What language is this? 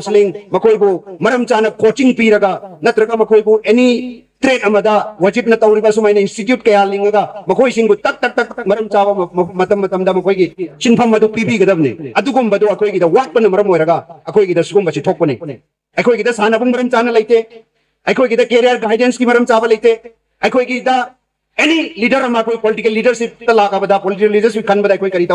Manipuri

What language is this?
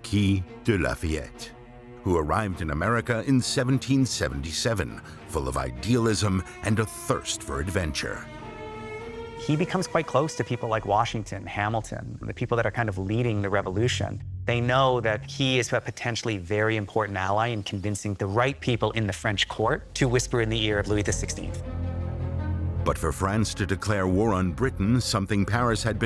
English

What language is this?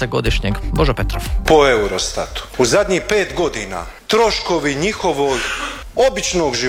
Croatian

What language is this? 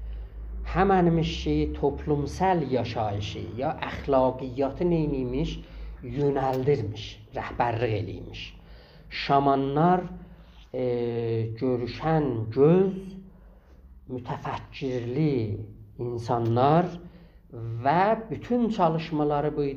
South Azerbaijani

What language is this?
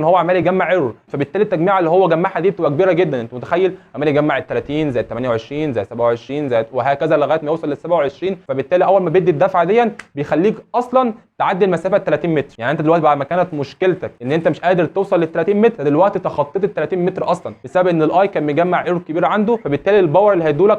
Egyptian Arabic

